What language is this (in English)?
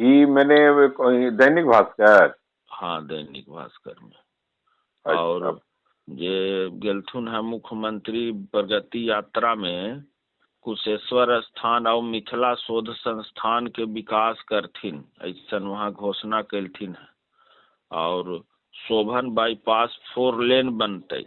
Magahi